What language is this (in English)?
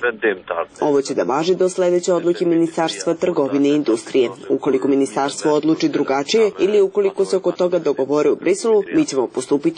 Serbian